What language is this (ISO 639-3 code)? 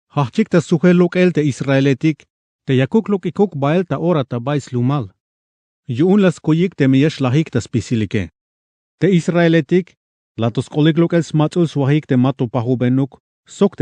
tzh